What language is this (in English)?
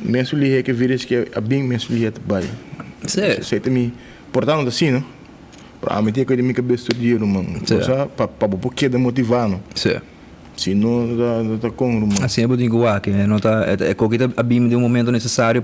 Papiamento